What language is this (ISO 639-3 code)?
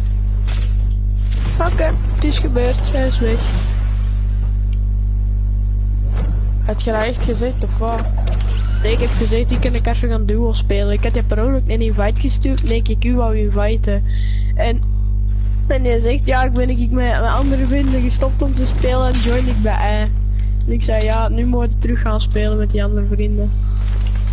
nld